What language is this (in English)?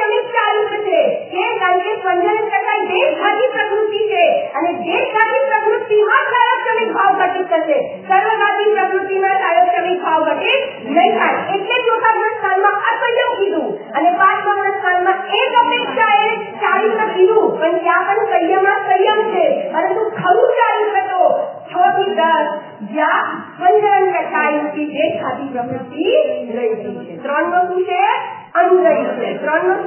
Gujarati